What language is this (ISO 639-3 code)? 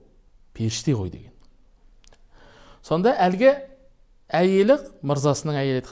kaz